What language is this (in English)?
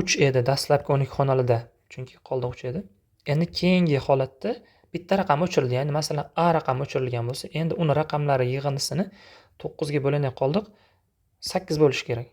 Uzbek